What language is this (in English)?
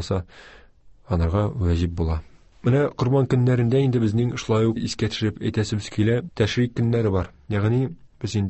Tatar